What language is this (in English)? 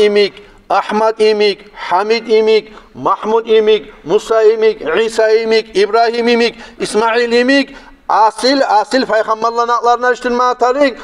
Kumyk